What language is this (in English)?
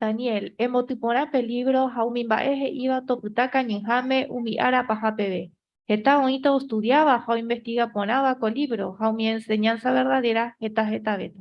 Guarani